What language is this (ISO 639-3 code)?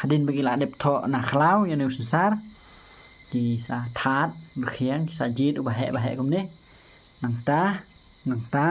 kha